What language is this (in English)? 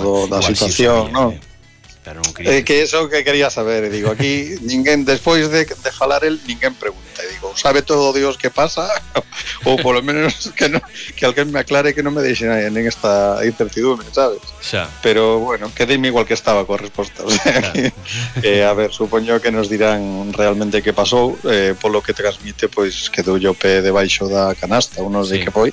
Galician